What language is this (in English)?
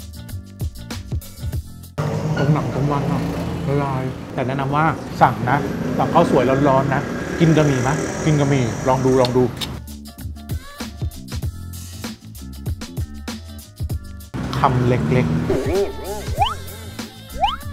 Thai